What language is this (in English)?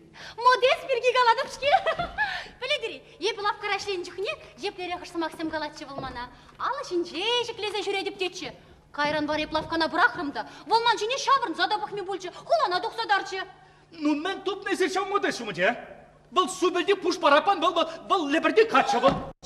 Chuvash